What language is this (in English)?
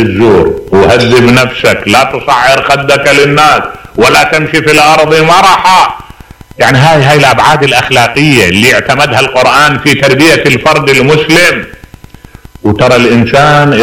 Mesopotamian Arabic